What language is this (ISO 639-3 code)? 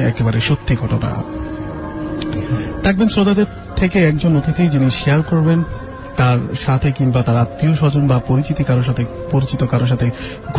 ben